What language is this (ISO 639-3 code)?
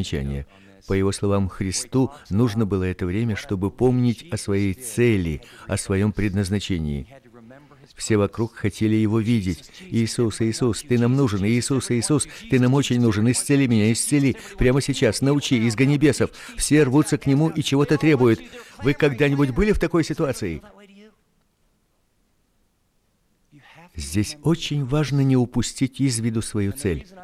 rus